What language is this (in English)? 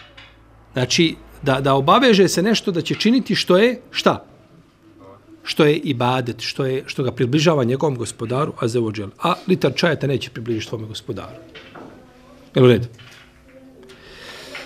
Bosnian